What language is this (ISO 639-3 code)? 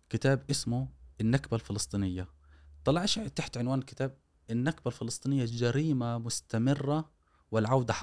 afb